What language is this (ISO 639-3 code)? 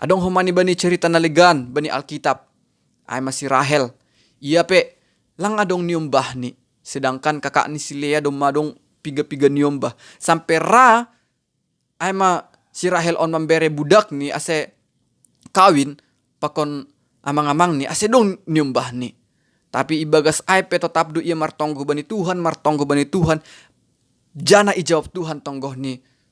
bts